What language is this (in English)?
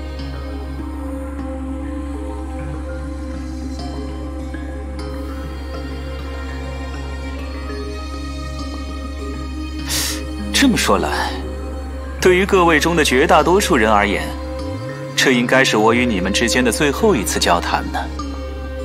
Chinese